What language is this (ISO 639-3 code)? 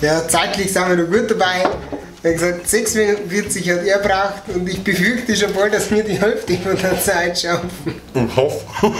bar